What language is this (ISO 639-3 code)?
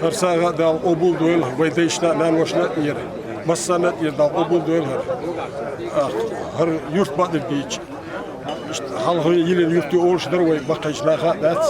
che